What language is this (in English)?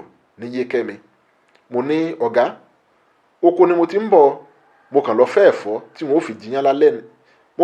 Yoruba